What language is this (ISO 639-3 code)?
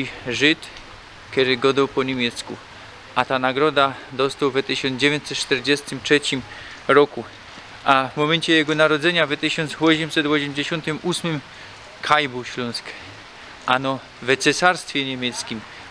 szl